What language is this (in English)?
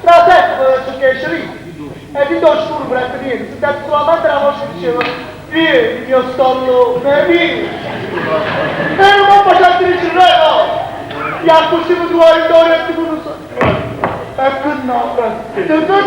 Neapolitan